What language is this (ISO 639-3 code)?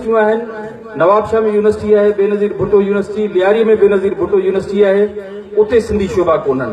snd